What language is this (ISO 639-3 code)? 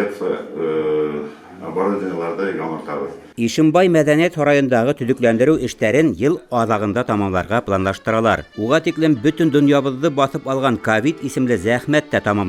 bak